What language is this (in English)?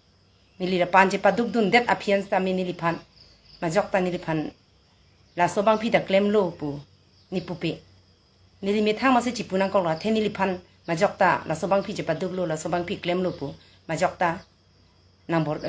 Karbi